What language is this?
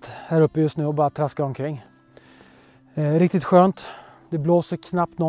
Swedish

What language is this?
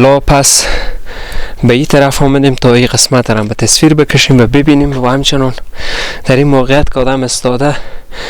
Persian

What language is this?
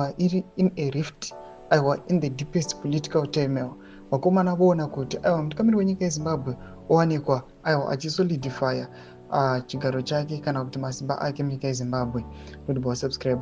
Shona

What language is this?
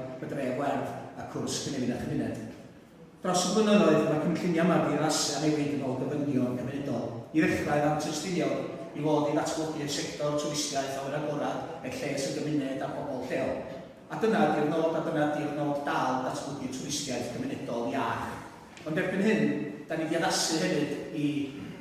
Welsh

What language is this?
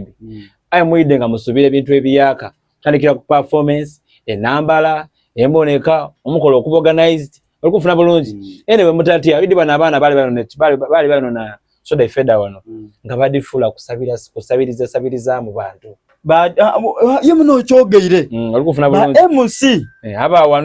Soga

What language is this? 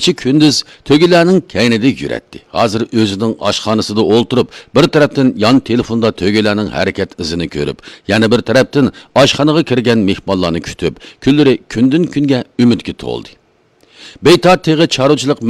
Uyghur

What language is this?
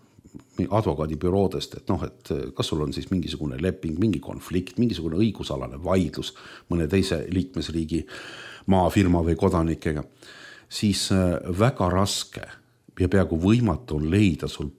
Estonian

